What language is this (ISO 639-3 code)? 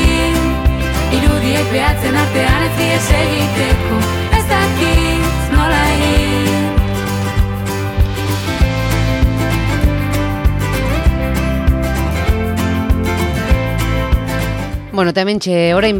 eus